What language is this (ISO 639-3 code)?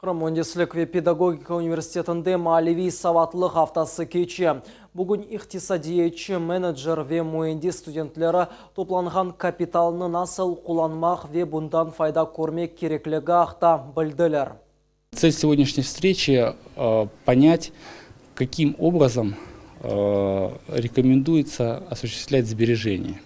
crh